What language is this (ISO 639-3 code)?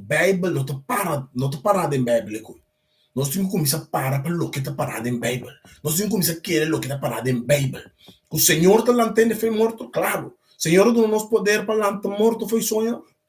pap